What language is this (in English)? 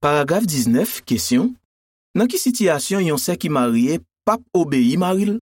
Haitian Creole